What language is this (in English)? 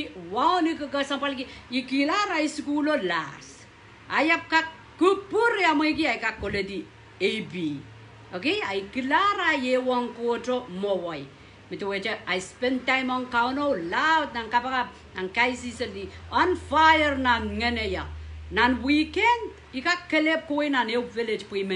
Pohnpeian